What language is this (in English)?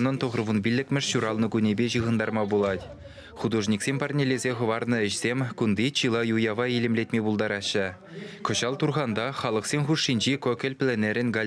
Chuvash